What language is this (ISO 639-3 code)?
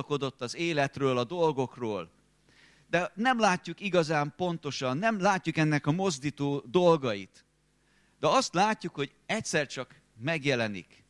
hun